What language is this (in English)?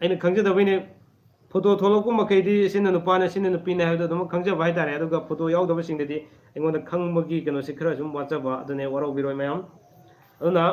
Manipuri